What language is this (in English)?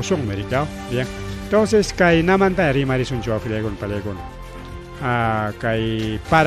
Ayacucho Quechua